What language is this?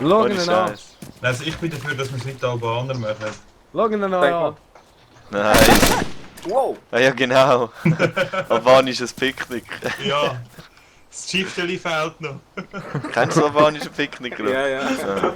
Swiss German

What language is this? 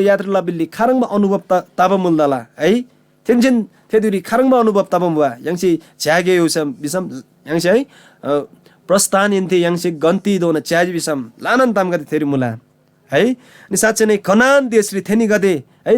Eastern Tamang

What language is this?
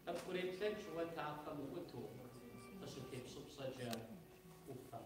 Kabardian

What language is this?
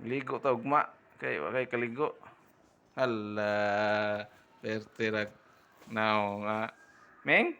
Cebuano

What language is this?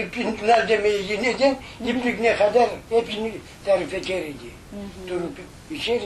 Crimean Tatar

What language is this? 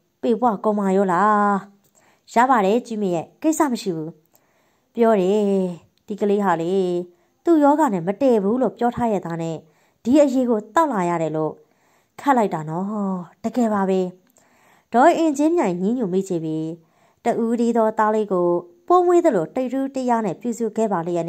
Burmese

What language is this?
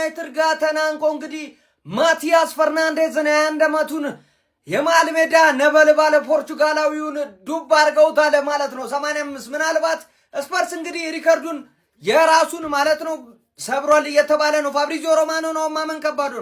Amharic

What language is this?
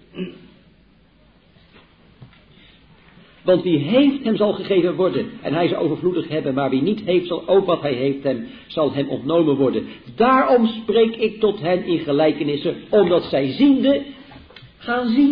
Dutch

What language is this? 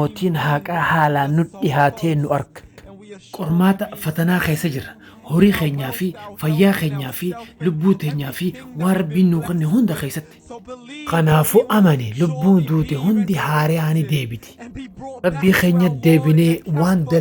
Oromo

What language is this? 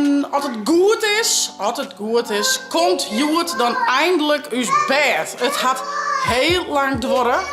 Western Frisian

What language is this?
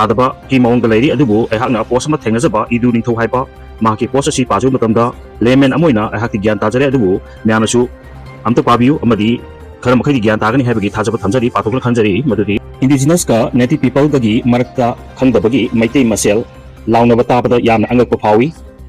Manipuri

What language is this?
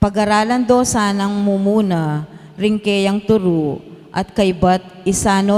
Pampanga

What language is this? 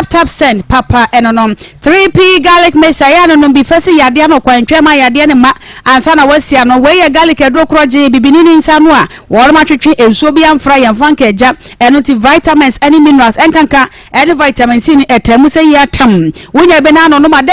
Akan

